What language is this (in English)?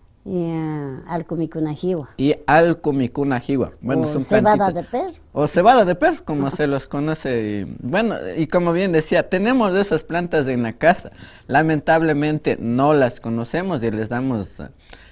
Imbabura Highland Quichua